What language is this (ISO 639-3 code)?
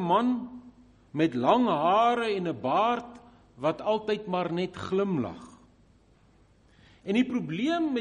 afr